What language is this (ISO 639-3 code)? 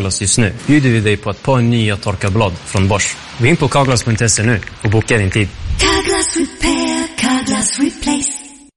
swe